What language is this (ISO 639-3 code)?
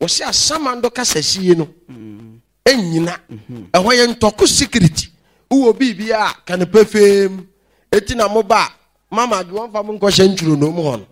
aka